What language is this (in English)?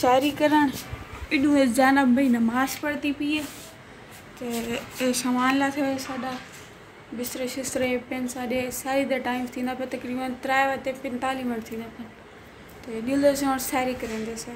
Saraiki